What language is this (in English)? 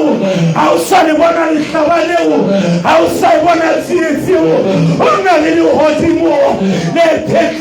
Southern Sotho